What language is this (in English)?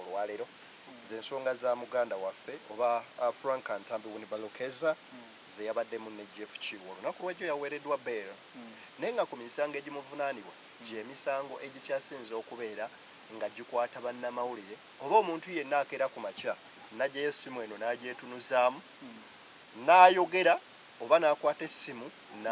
Ganda